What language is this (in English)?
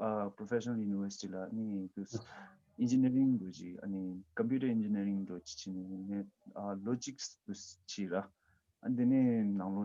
Tibetan